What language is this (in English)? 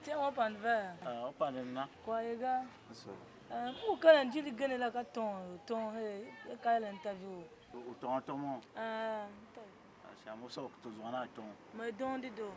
Tiv